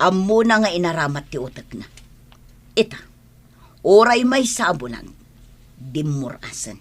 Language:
Iloko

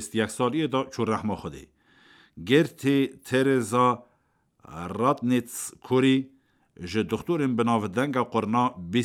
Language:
Kurdish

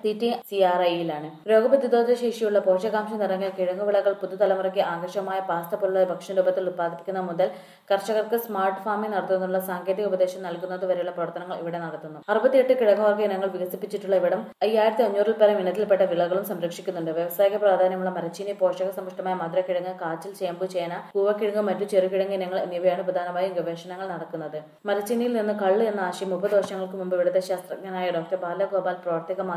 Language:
Malayalam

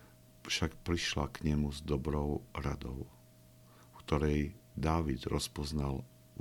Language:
Slovak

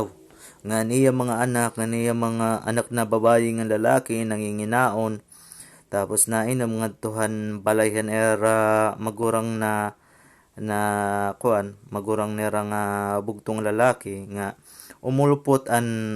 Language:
Waray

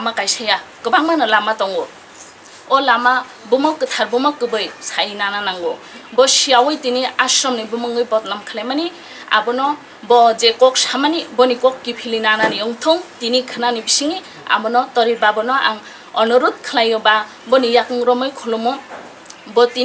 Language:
Kok Borok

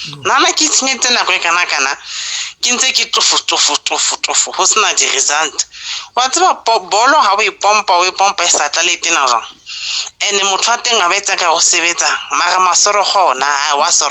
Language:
Southern Sotho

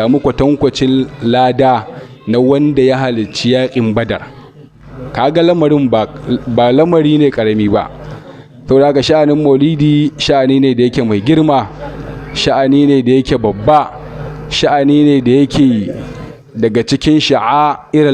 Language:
Hausa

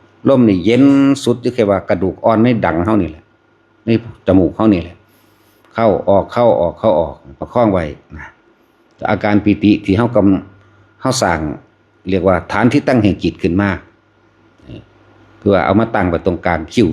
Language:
Northeastern Thai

